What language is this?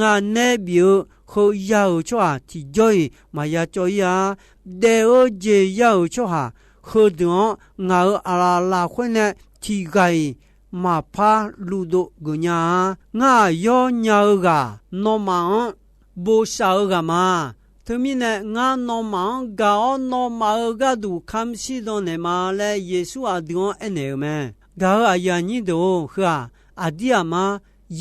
Akha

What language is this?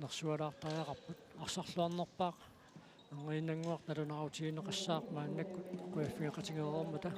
Kalaallisut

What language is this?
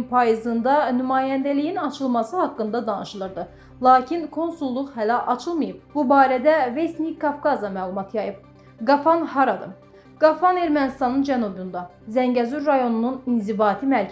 Azerbaijani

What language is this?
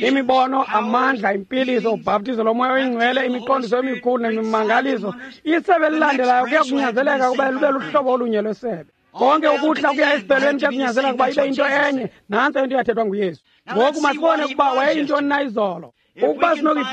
Xhosa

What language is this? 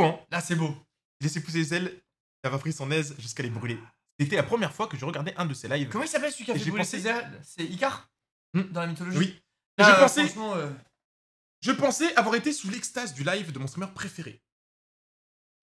French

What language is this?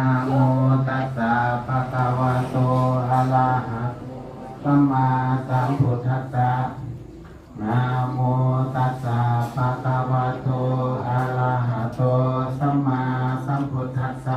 Pali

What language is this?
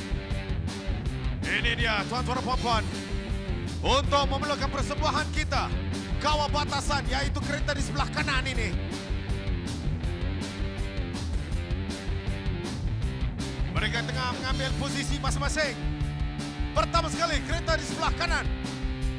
Malay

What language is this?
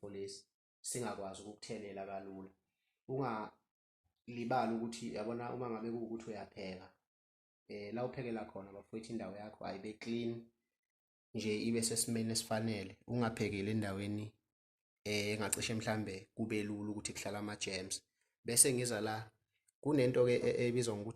Zulu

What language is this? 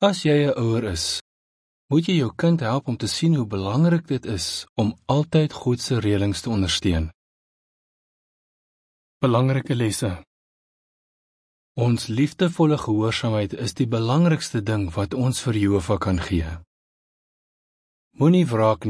Afrikaans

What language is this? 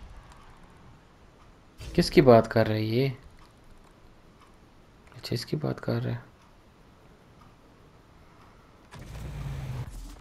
Hindi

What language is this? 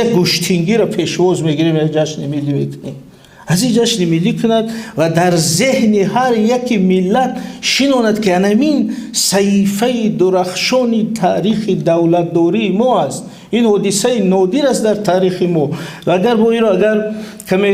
Tajik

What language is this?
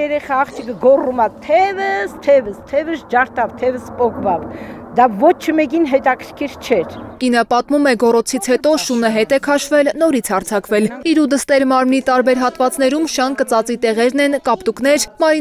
Armenian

